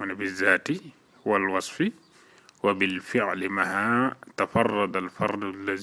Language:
Wolof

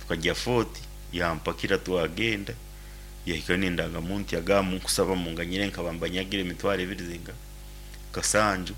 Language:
Nyankole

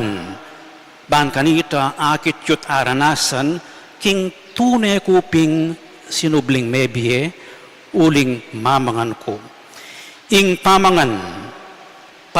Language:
Pampanga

